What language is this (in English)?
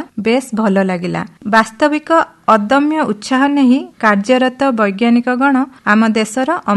Odia